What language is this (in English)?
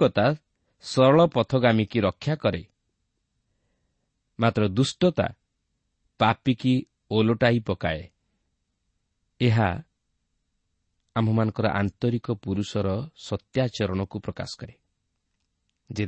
Odia